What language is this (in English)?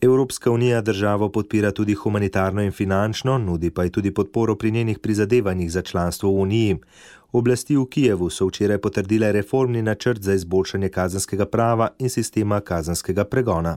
Slovenian